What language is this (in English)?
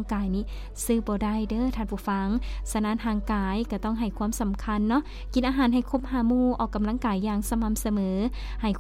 Lao